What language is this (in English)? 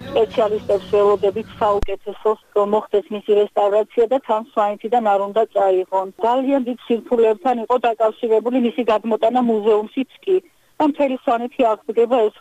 Georgian